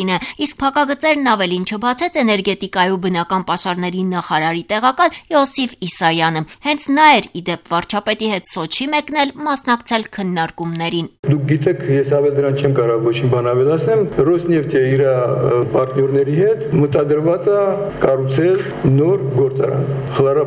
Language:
Armenian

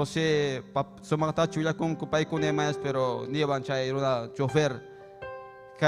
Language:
Ayacucho Quechua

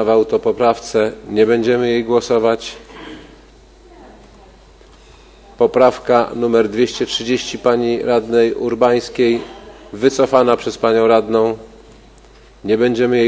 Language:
Polish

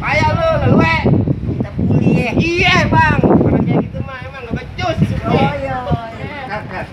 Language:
Betawi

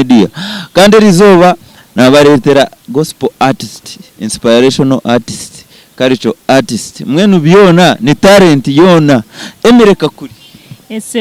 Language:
Nyankole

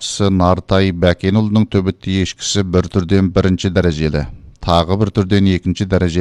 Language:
Kazakh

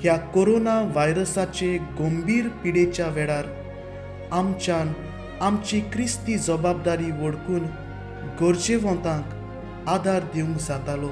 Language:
Konkani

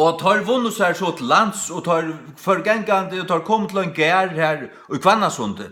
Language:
Faroese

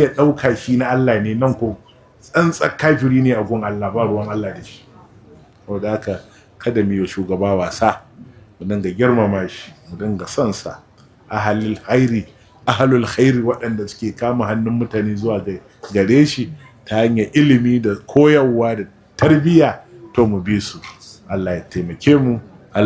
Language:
Hausa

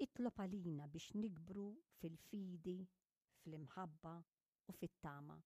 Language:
Maltese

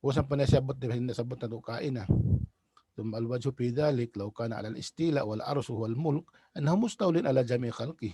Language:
Tausug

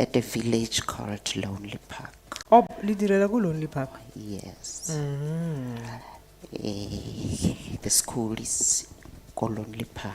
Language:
Tswana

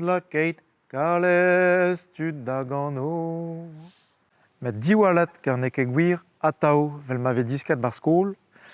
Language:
Breton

